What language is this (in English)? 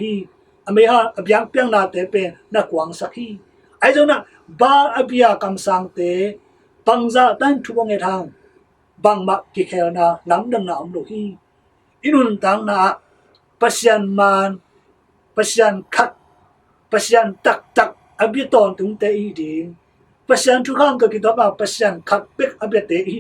Tedim Chin